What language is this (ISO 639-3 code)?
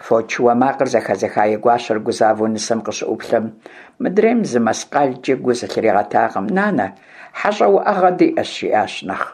kbd